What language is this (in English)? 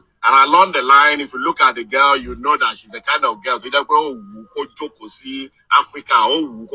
Yoruba